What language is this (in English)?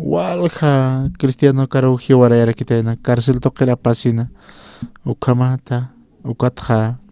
Aymara